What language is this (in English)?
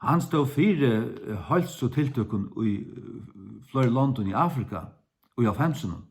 Faroese